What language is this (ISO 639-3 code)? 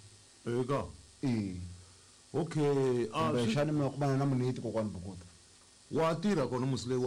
tso